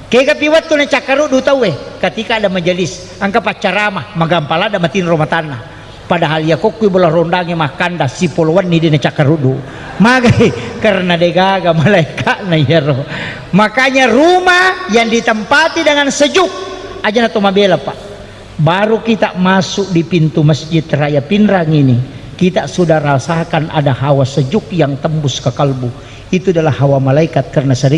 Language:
Buginese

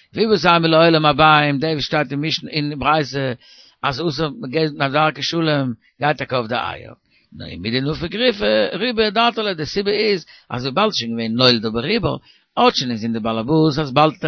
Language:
Yiddish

